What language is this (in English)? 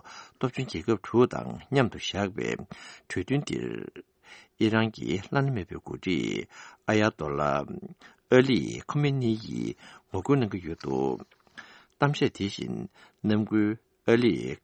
Tibetan